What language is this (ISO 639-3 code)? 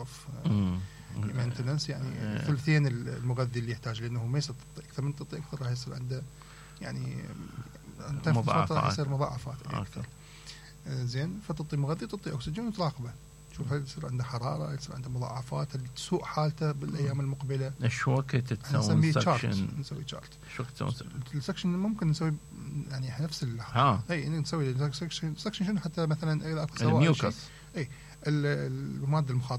acm